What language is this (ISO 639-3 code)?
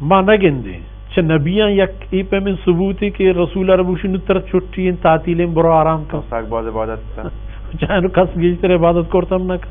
bal